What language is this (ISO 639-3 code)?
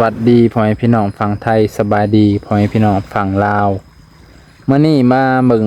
lao